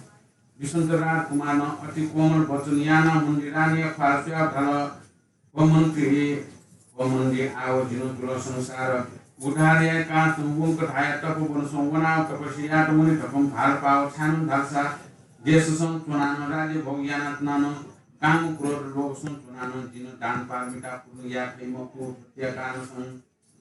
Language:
Newari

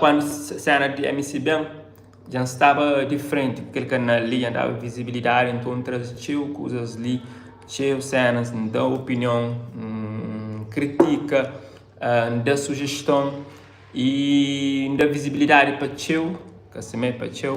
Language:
Kabuverdianu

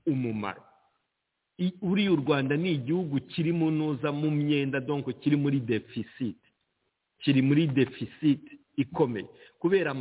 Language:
Kinyarwanda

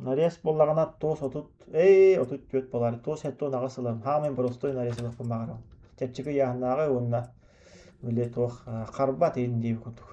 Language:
Yakut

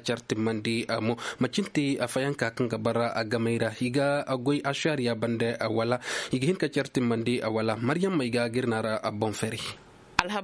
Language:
Zarma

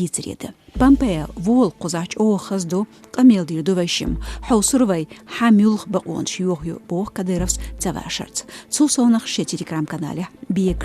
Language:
Chechen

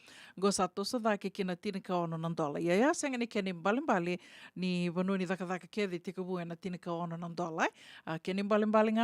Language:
Fijian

